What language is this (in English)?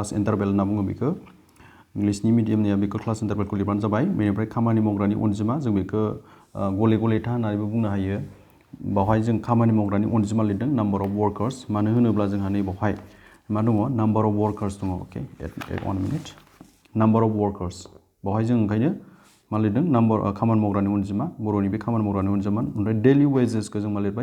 Bodo